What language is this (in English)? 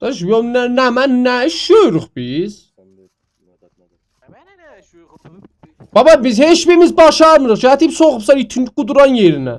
South Azerbaijani